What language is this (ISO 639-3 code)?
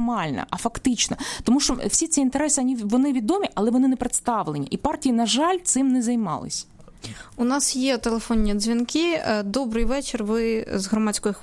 ukr